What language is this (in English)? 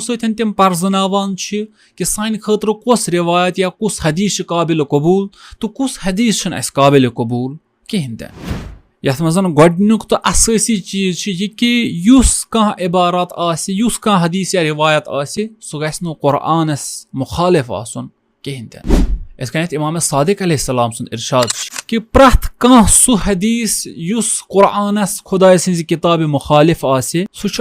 Kashmiri